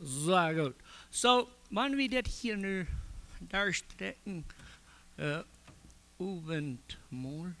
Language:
Plautdietsch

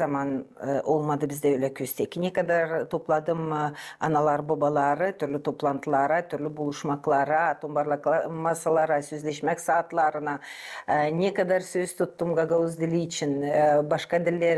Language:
Gagauz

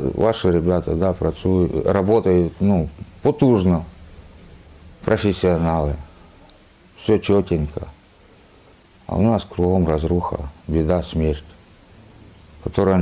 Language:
Russian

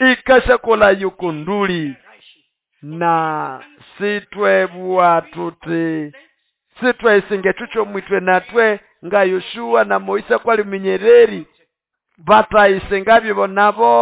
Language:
Nande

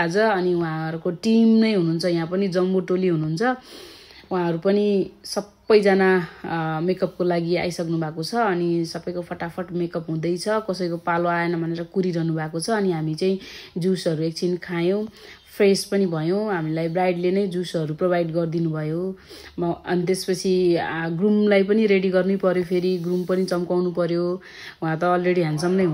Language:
Nepali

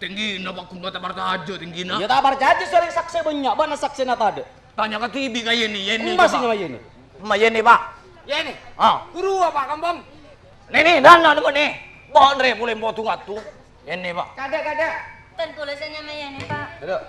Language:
Madurese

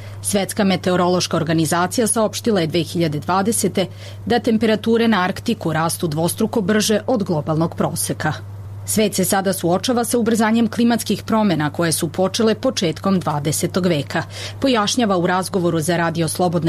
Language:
Serbian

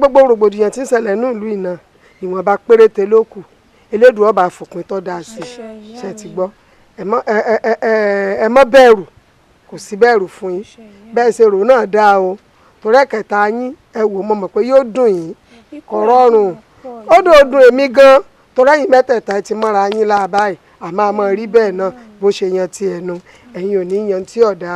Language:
Yoruba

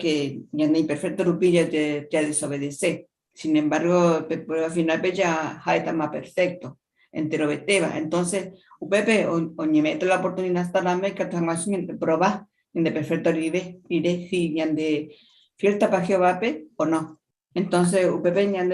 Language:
Guarani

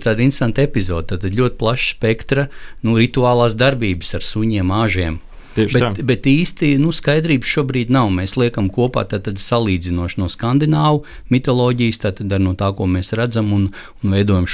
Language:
Latvian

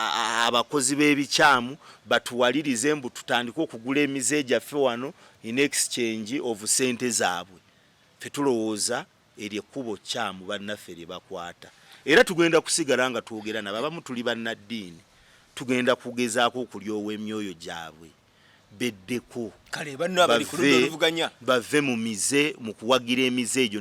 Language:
Ganda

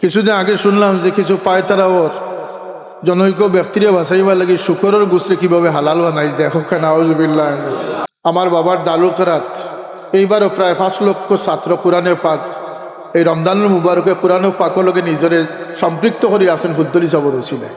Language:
Sylheti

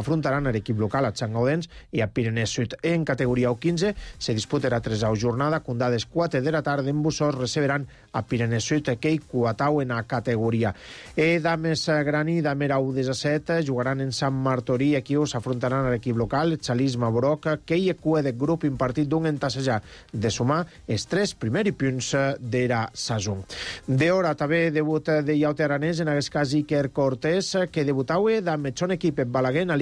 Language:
Catalan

